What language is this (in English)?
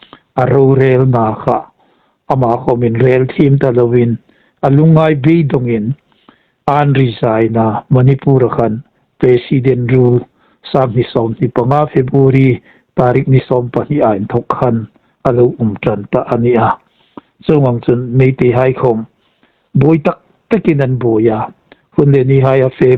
Hmar